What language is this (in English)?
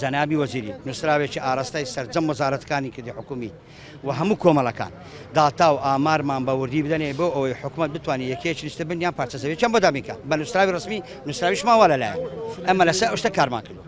Central Kurdish